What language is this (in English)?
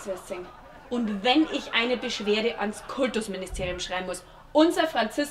Bavarian